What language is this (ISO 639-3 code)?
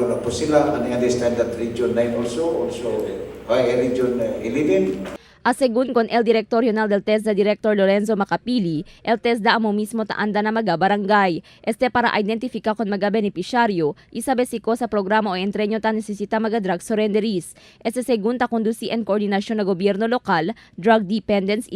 cbk